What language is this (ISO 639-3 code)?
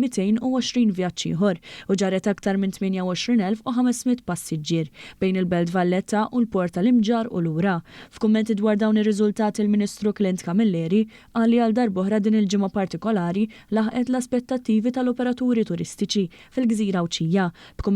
mlt